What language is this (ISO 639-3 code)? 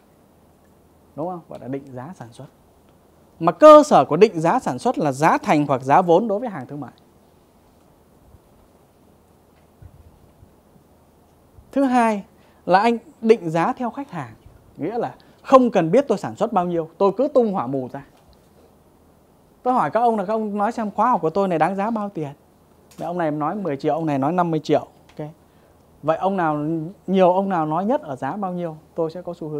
vie